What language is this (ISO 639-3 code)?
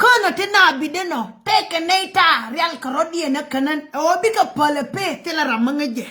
nus